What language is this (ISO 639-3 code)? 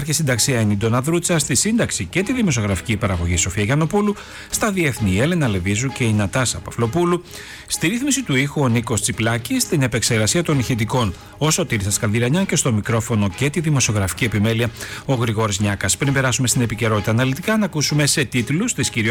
ell